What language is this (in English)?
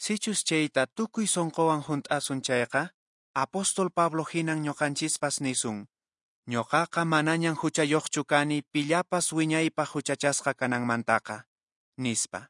Quechua